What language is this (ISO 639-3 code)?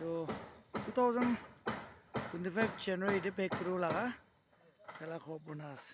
nag